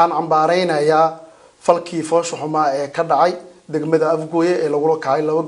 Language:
Somali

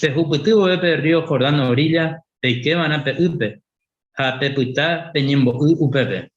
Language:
Guarani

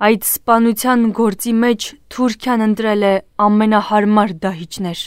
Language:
Armenian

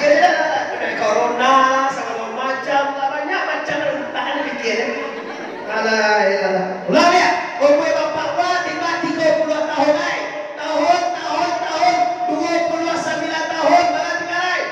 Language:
Minangkabau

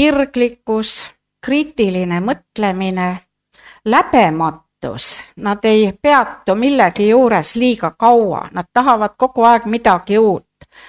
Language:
Estonian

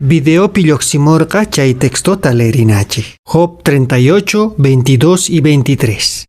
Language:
Quechua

